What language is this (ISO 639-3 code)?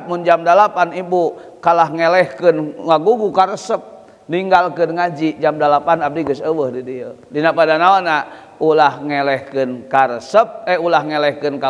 sun